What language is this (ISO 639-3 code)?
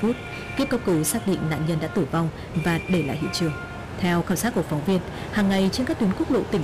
vie